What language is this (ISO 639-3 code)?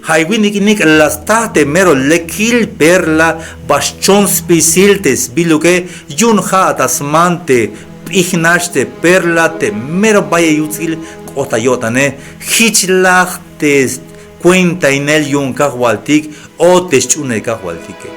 tzh